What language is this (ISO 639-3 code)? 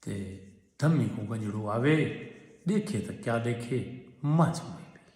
skr